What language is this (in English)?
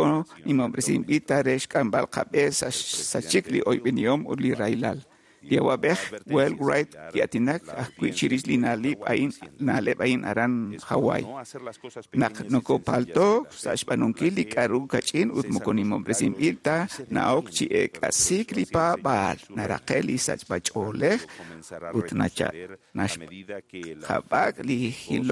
Kekchí